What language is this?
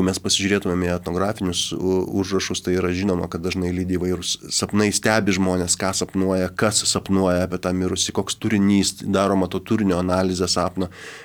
Lithuanian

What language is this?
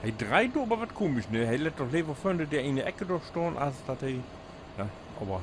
Low German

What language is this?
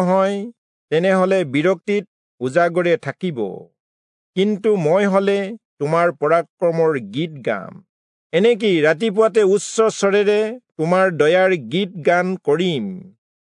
Assamese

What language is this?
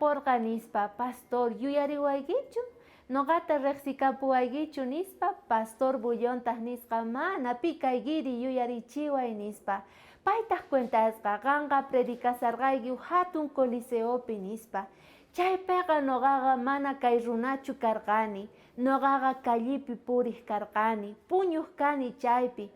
South Bolivian Quechua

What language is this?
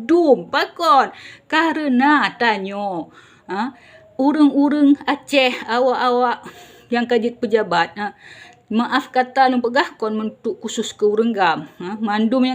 Achinese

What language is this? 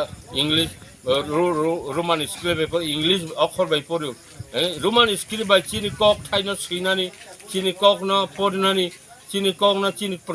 Kok Borok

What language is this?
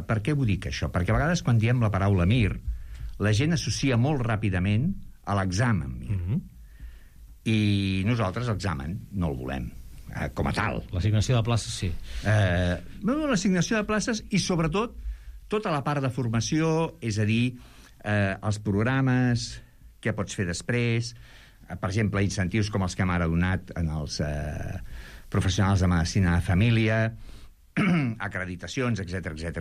Catalan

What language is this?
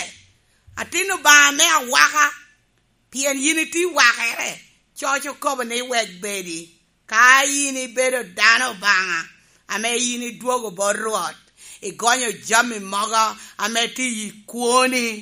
Lango (Uganda)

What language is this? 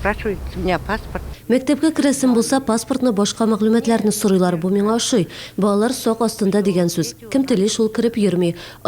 Tatar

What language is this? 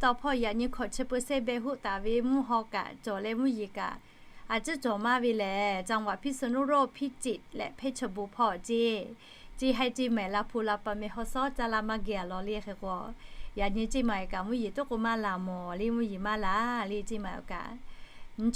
Lahu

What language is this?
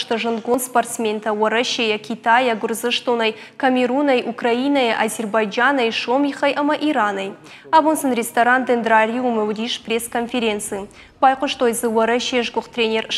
Ossetic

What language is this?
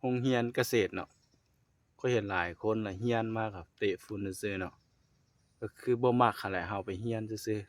Lao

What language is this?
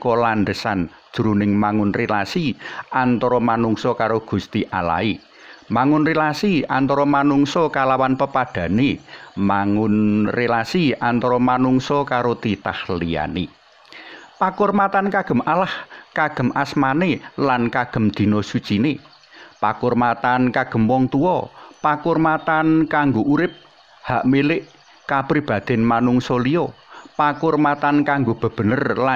Javanese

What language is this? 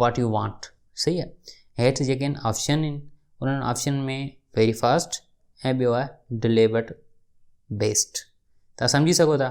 Sindhi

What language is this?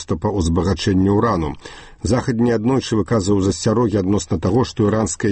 Belarusian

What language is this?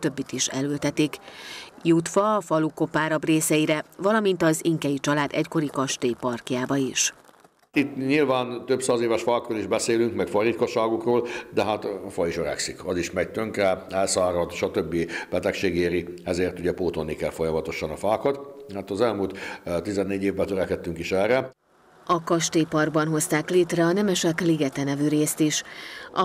Hungarian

